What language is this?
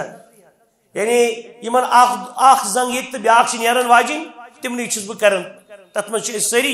Kashmiri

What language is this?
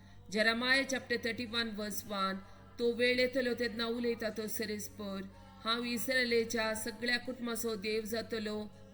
Konkani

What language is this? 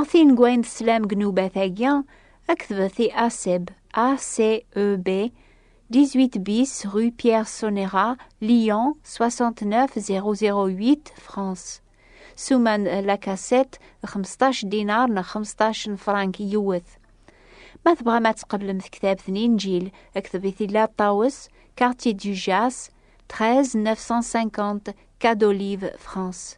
Kabyle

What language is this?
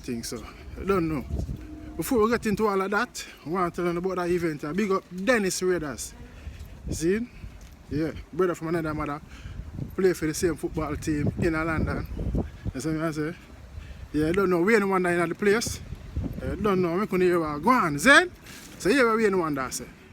Jamaican Creole English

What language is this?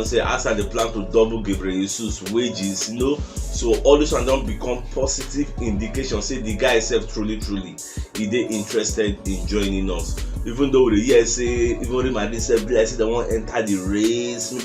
Nigerian Pidgin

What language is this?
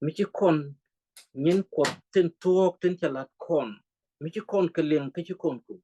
Nuer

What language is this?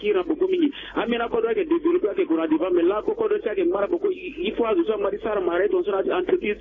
Sango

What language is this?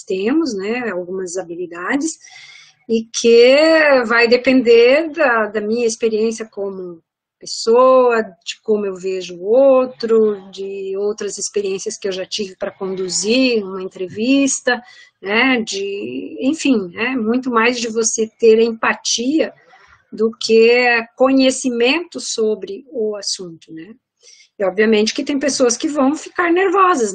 Portuguese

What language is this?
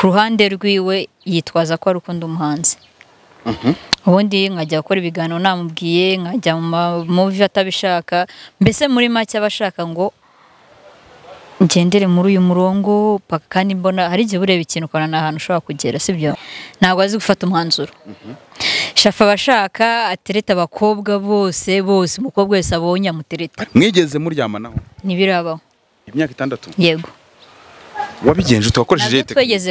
Kinyarwanda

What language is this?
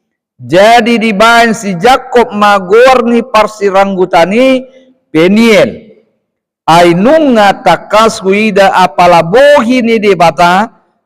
Batak Toba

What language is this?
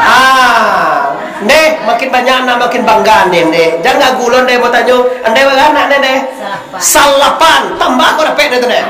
Minangkabau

